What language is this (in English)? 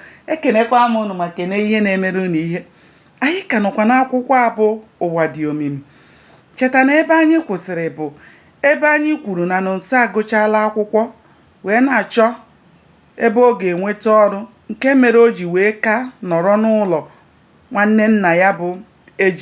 Igbo